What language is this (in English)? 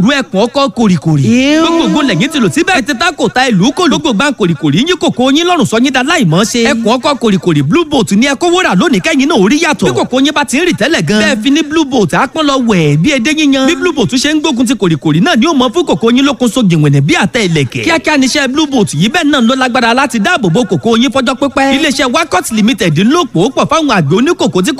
Yoruba